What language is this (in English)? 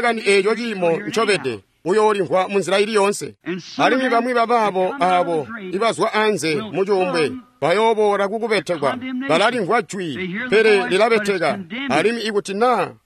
Tonga (Zambia)